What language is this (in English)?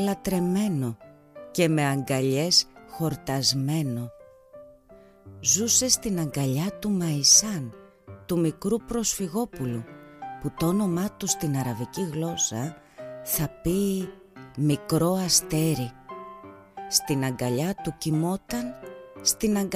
Greek